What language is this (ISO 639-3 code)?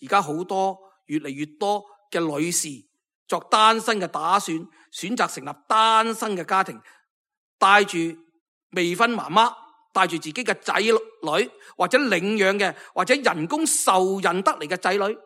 yue